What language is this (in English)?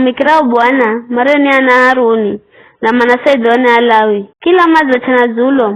Giryama